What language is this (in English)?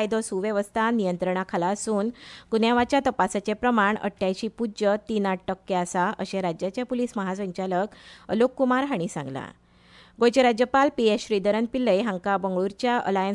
Konkani